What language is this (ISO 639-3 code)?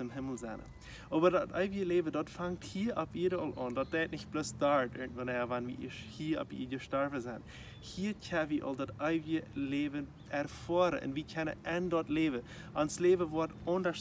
pdt